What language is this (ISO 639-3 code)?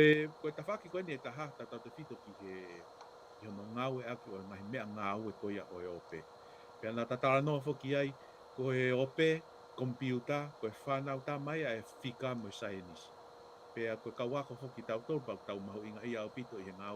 ton